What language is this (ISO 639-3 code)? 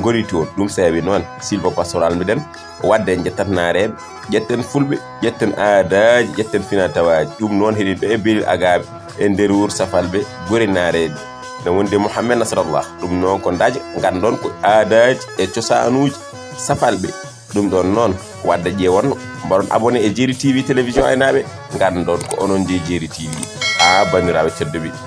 ful